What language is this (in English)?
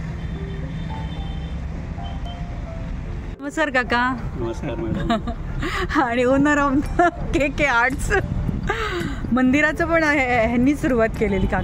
Marathi